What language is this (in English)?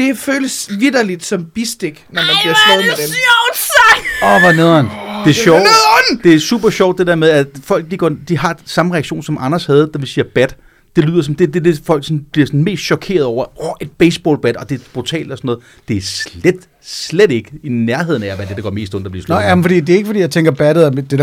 Danish